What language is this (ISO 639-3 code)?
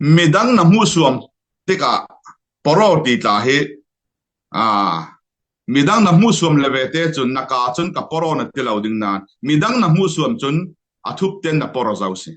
cfm